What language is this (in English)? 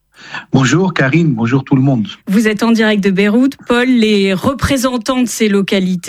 French